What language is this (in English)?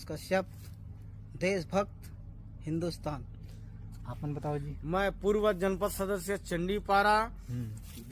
Chhattisgarhi